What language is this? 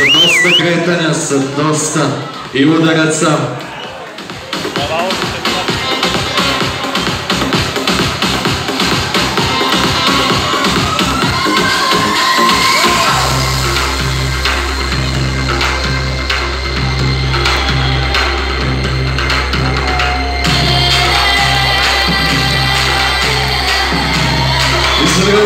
Serbian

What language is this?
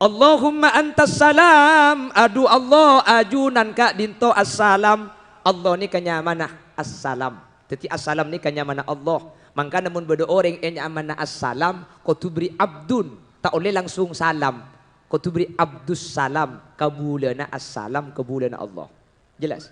Madurese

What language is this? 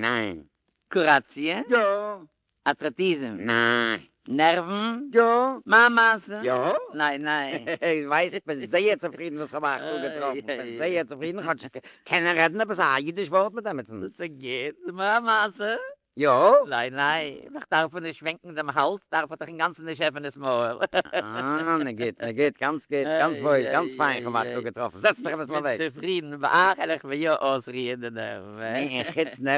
Yiddish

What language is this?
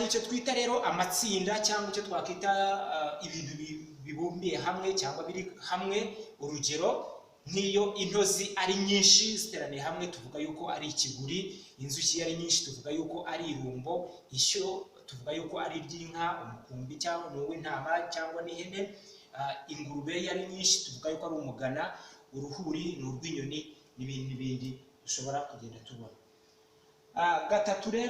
Kinyarwanda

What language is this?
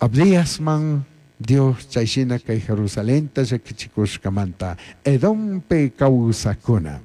Chimborazo Highland Quichua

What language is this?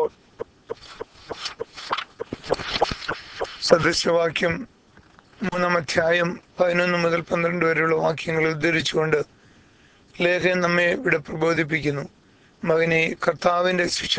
Malayalam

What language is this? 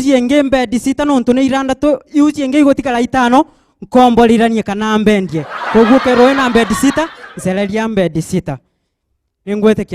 Meru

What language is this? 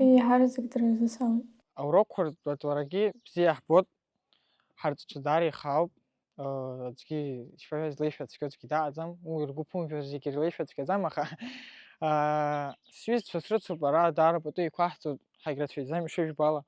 Abkhazian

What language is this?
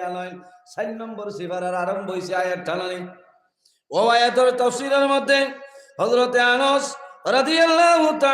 Sylheti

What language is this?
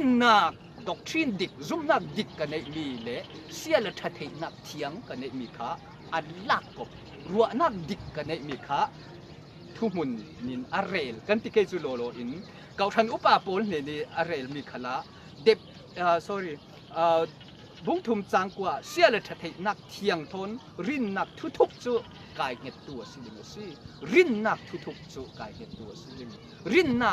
Falam Chin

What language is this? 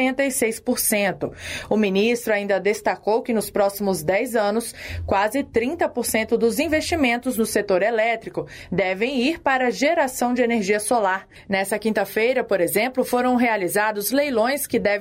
Portuguese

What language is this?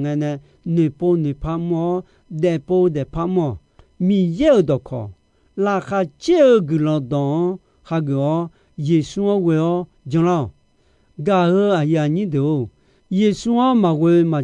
Akha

